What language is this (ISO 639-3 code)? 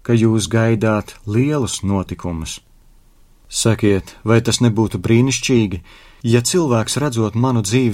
lav